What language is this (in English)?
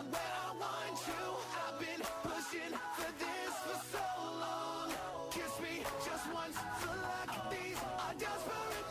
English